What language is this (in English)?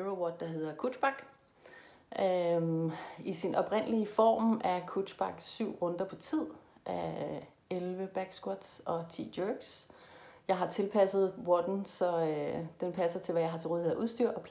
Danish